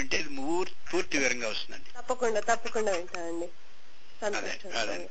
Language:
Telugu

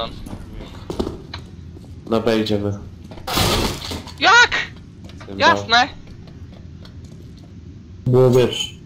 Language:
Polish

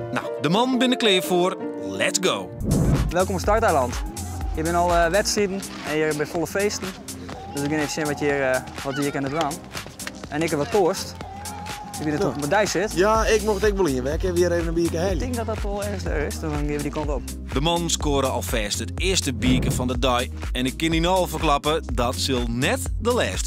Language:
Western Frisian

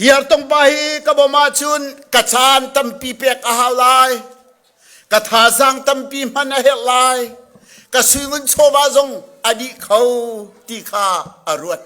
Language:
Hakha Chin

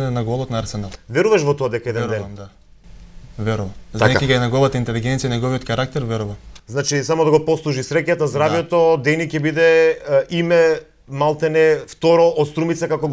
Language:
Macedonian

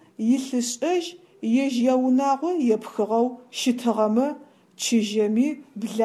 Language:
Adyghe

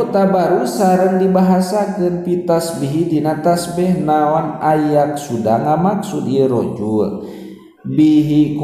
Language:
Sundanese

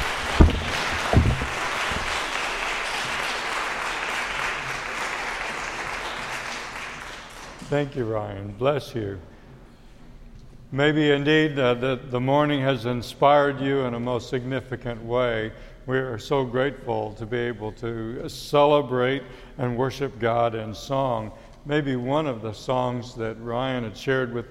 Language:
English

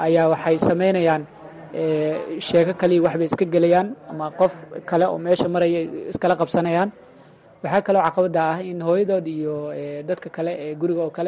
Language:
Somali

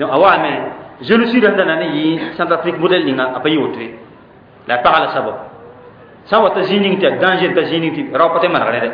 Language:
Mossi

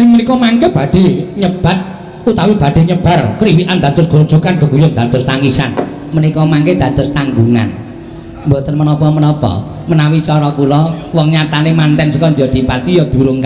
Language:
Javanese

